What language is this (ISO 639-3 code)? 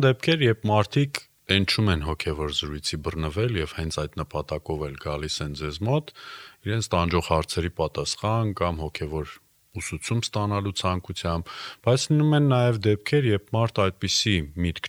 hye